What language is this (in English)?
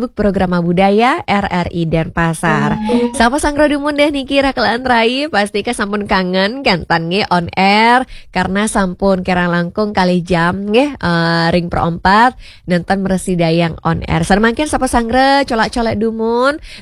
Balinese